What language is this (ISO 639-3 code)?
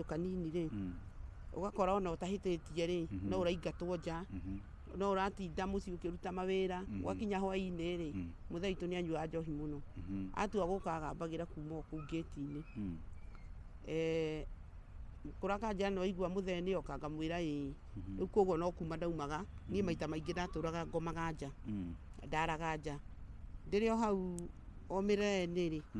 kik